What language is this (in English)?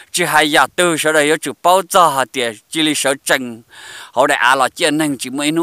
Hmong